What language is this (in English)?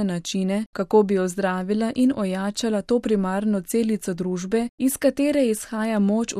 Slovenian